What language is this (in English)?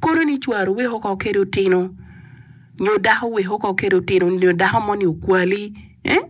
Acoli